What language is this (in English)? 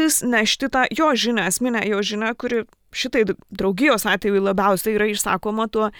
Lithuanian